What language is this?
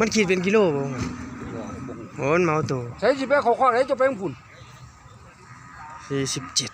Northeastern Thai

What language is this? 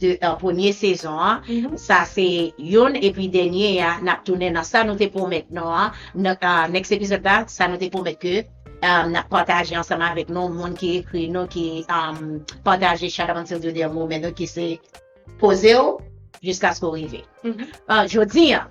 Haitian Creole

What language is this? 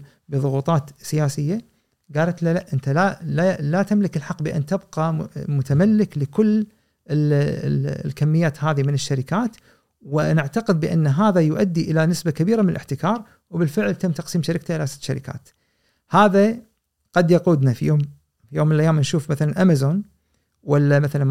Gulf Arabic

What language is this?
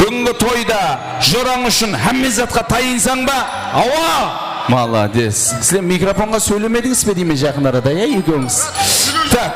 Kara-Kalpak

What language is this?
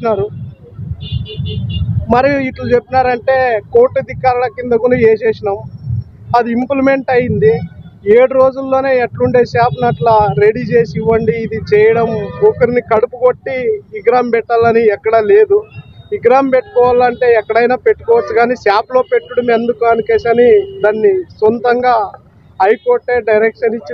Telugu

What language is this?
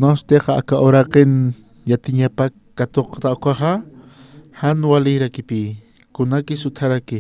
Aymara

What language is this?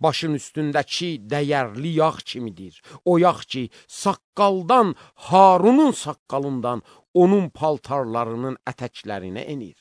Azerbaijani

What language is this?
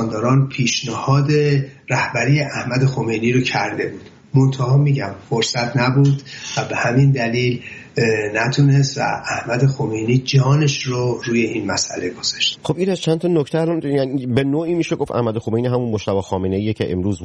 Persian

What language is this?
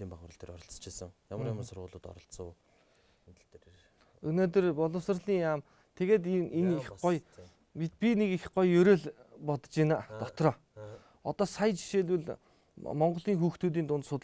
Mongolian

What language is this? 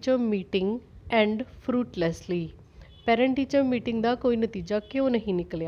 Punjabi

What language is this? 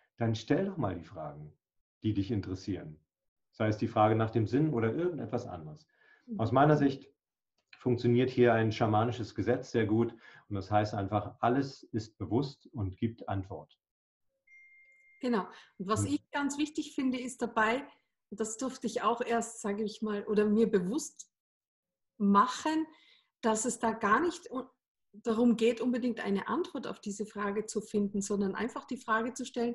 German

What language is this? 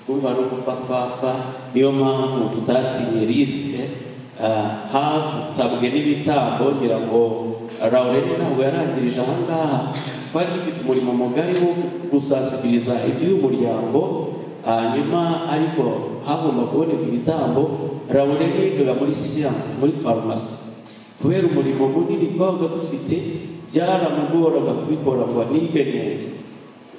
Kinyarwanda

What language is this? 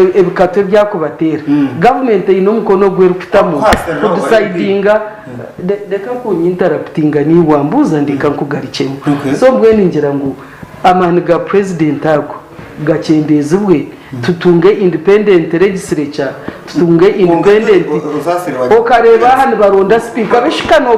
Nyankole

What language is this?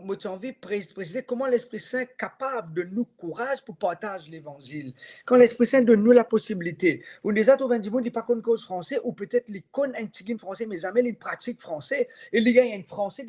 Morisyen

